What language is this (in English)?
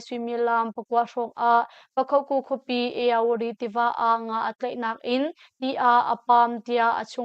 Hakha Chin